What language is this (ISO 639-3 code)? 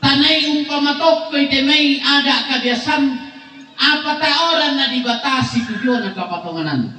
sda